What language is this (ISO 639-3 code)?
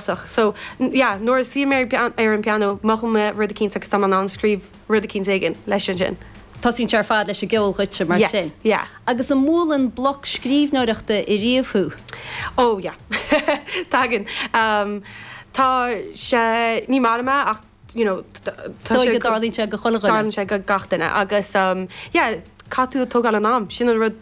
gle